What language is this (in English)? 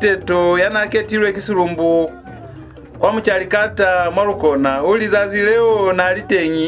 Lozi